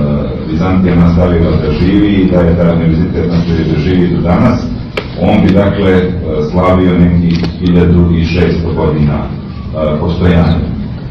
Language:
Serbian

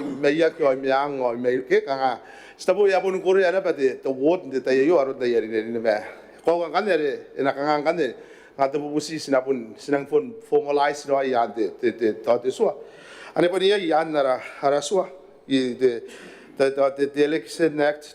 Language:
Gilbertese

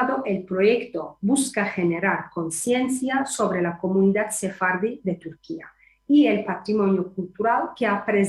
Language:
Ladino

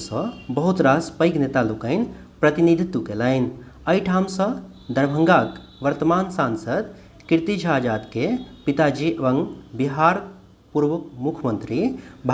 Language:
Maithili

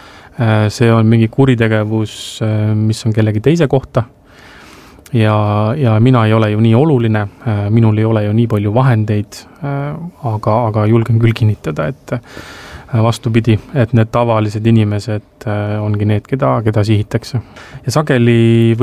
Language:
Estonian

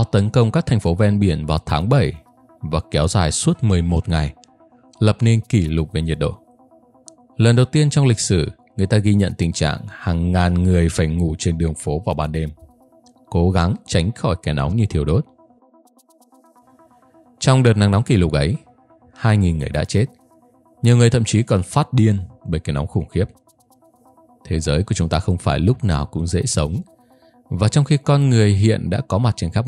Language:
Vietnamese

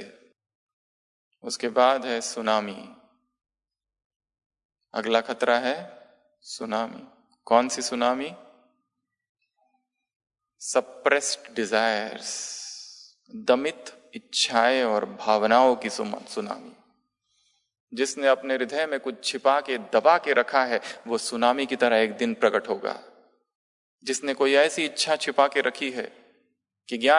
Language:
Hindi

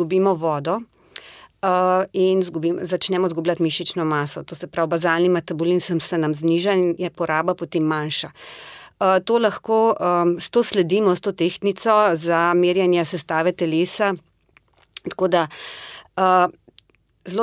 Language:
Slovenian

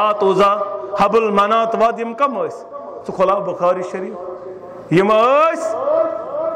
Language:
Kashmiri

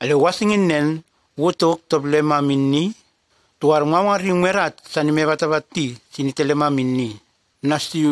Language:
Nume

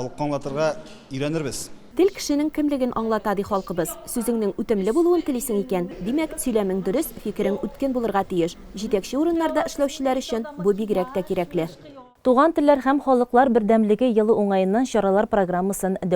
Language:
Tatar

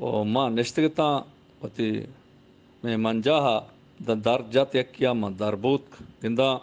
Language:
Eastern Balochi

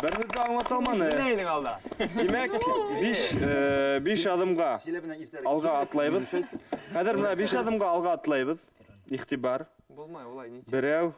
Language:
Bashkir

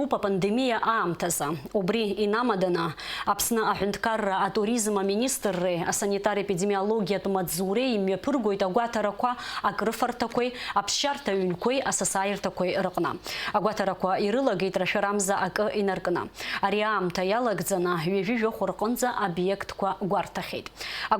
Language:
Abkhazian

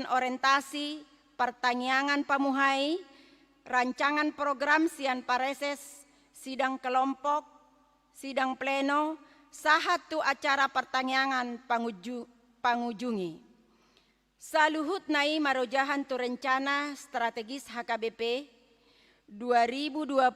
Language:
Batak Toba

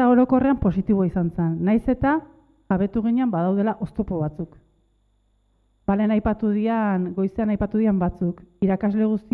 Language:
Basque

